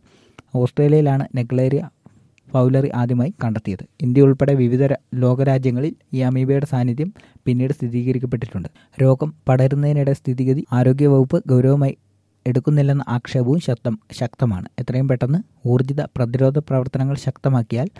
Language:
Malayalam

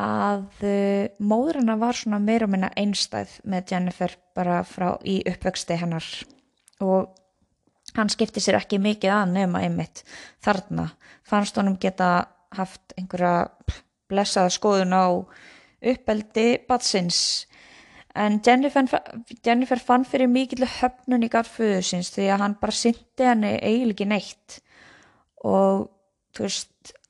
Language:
Icelandic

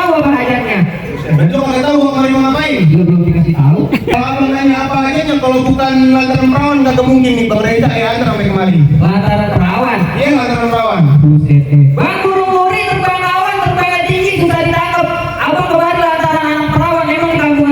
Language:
Betawi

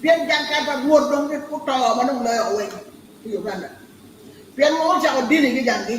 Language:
Acoli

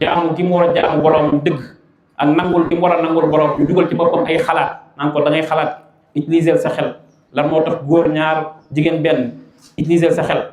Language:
Wolof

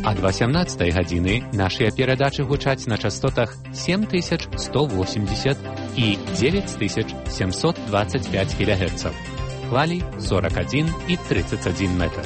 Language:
Belarusian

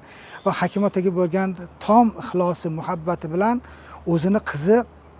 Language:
Uzbek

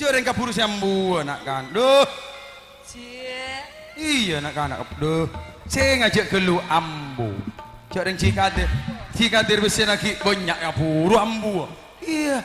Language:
Madurese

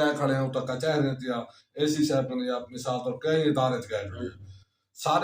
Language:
Saraiki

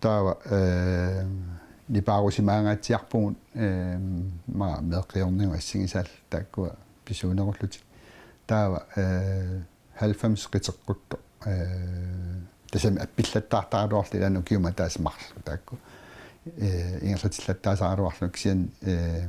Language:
Kalaallisut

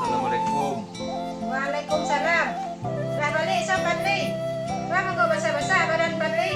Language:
Minangkabau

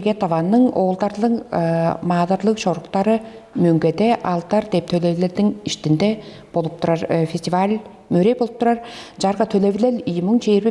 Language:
Tuvinian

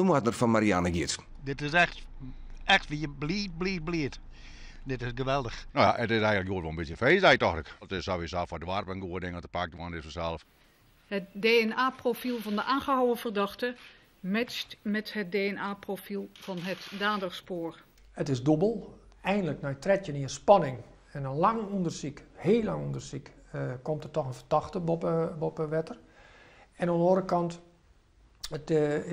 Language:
Western Frisian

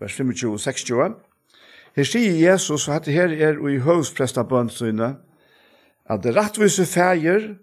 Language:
Faroese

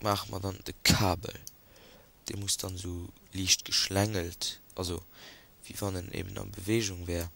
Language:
Luxembourgish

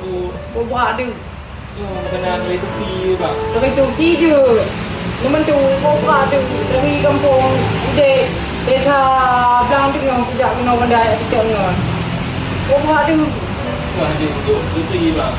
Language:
Achinese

